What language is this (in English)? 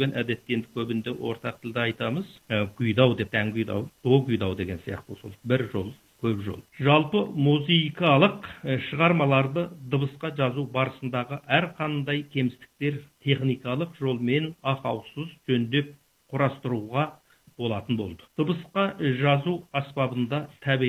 Kazakh